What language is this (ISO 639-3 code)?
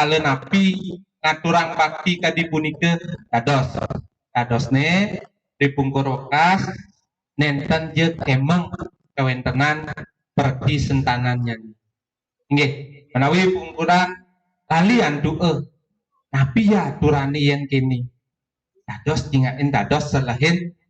ban